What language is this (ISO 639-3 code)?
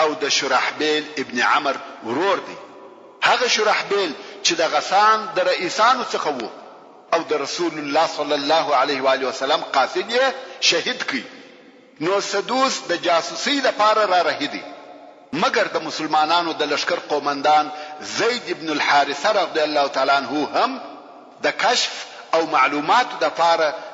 pus